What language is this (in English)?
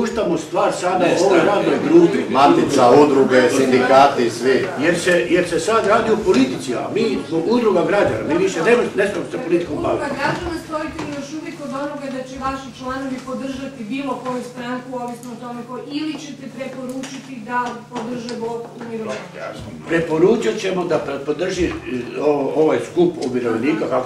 Croatian